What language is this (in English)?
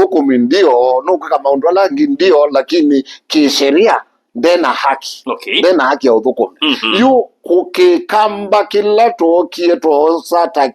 Kamba